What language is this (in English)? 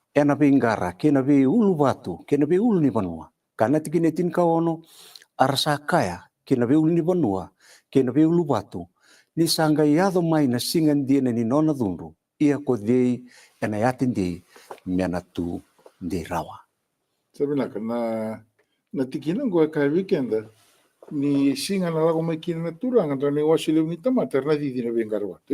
Fijian